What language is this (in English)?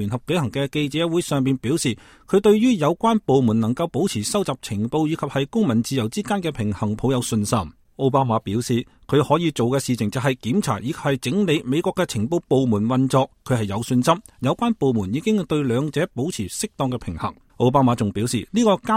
Cantonese